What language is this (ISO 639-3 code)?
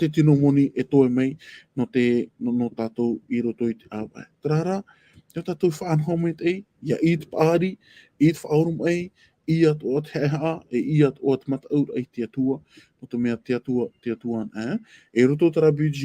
tah